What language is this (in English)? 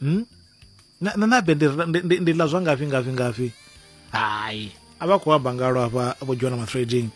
Venda